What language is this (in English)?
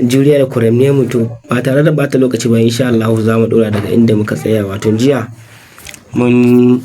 Hausa